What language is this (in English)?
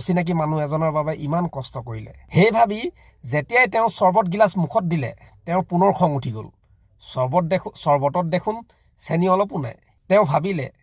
Assamese